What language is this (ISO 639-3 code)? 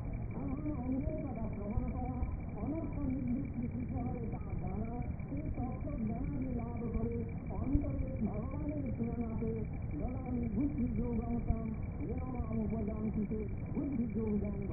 ben